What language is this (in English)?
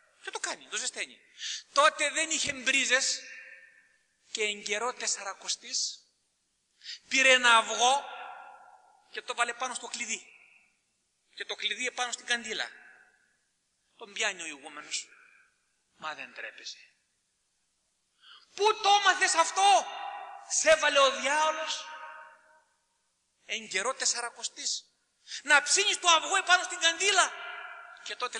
Greek